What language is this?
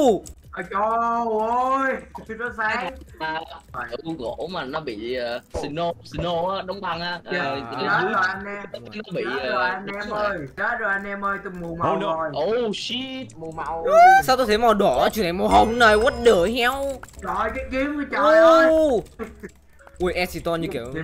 Vietnamese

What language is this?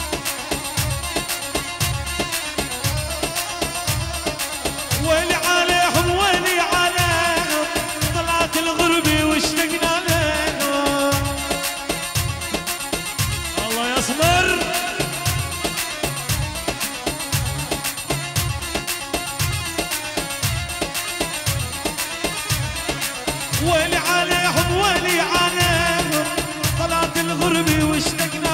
South Levantine Arabic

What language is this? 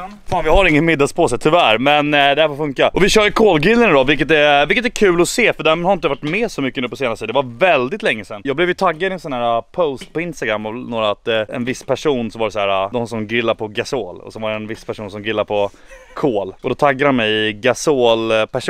Swedish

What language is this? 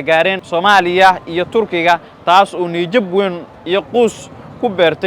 Somali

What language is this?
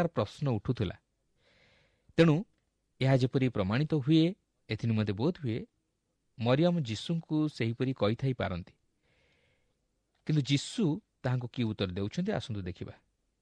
Odia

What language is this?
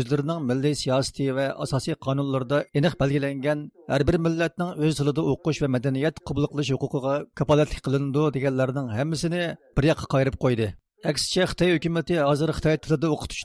Uyghur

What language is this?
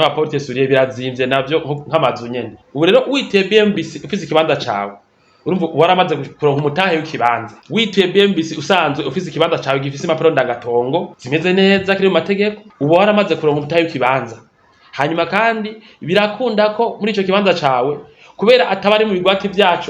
Rundi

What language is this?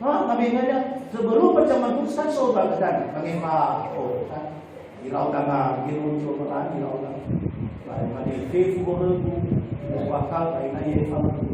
Nias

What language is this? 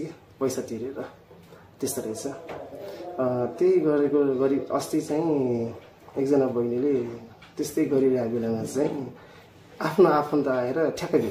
Nepali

